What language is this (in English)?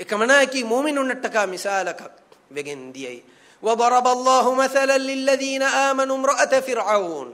Divehi